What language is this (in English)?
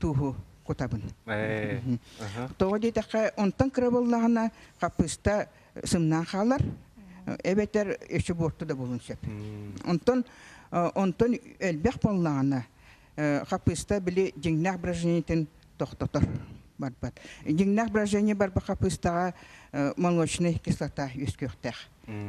Yakut